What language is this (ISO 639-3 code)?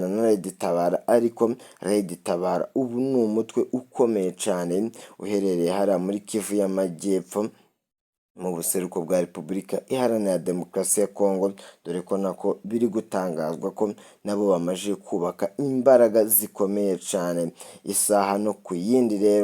run